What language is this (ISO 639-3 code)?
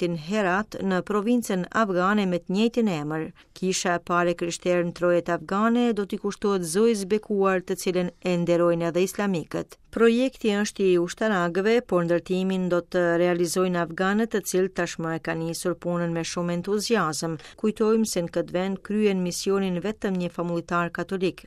sqi